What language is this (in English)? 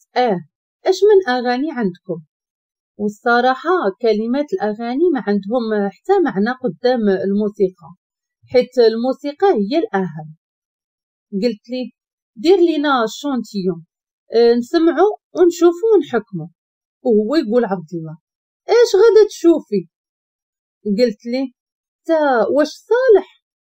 Moroccan Arabic